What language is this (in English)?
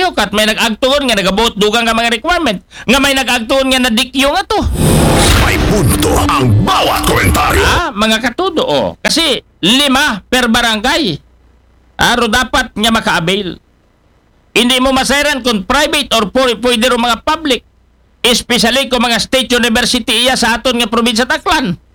Aklanon